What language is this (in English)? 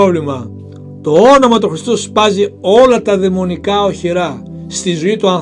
Greek